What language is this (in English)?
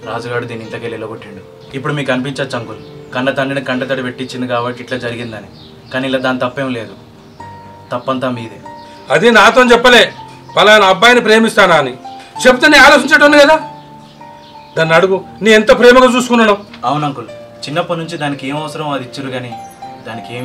Telugu